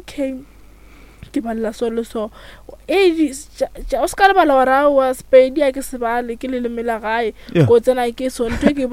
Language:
Northern Sotho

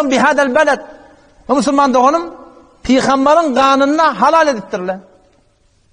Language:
Turkmen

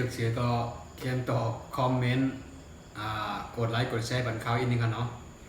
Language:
Shan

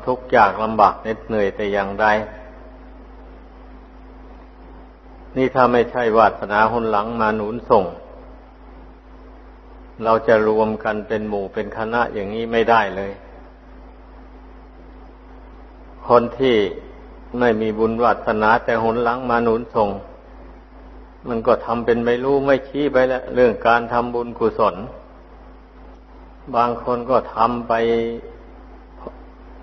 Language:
Thai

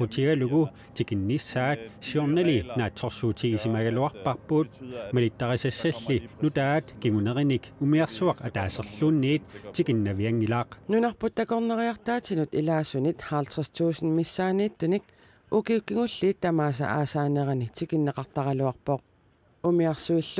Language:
Kalaallisut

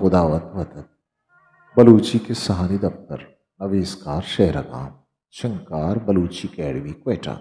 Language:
Eastern Balochi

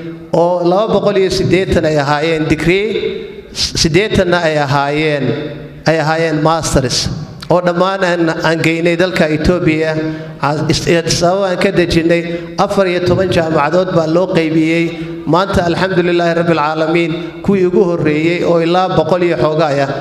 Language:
Somali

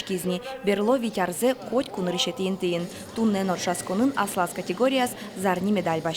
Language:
Udmurt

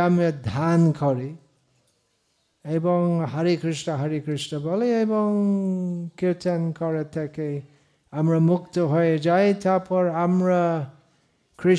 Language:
Bangla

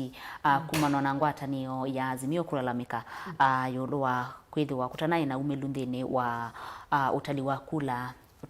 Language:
Kamba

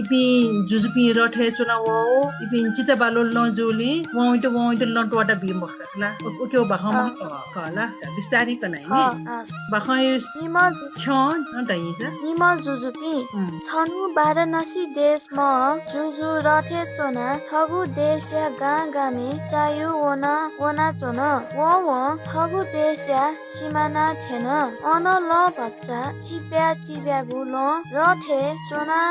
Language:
Newari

